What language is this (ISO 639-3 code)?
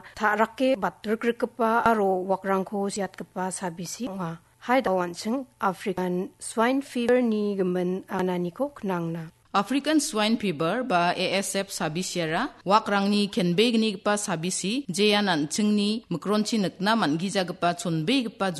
grt